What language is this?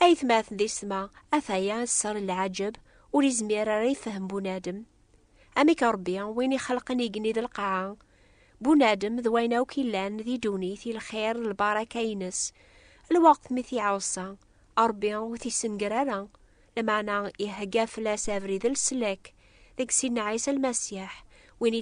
Kabyle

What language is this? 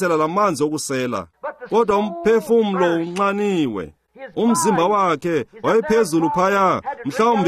Xhosa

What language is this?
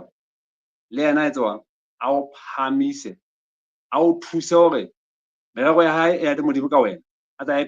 Southern Sotho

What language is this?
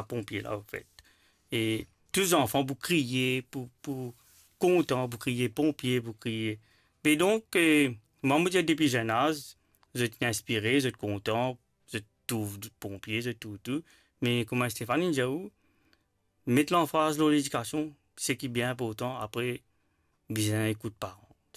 Morisyen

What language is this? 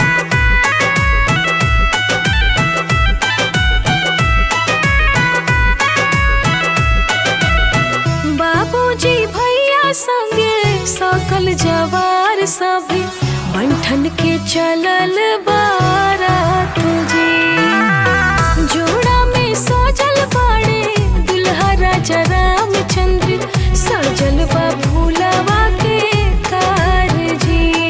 Bhojpuri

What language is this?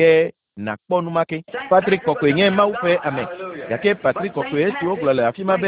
Ewe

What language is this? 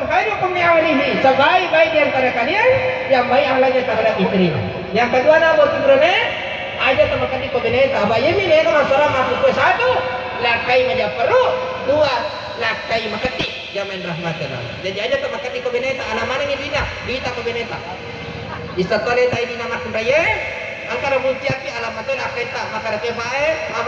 Buginese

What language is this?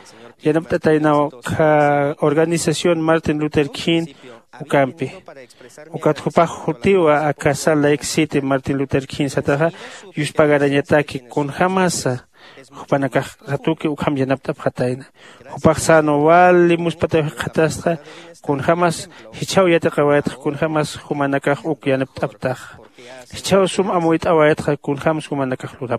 Aymara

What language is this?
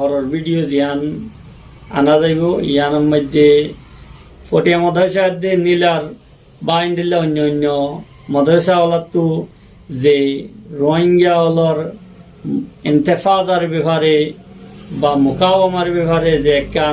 Rohingya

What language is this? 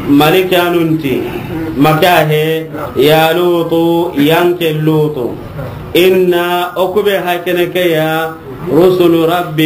Soninke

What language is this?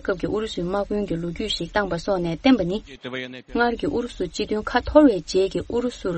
Tibetan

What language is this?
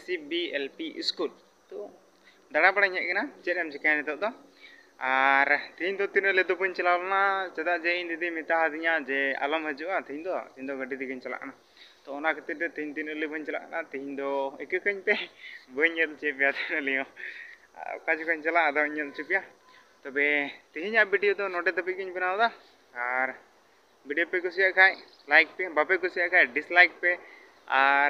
Santali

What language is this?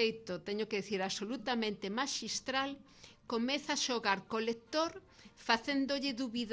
Galician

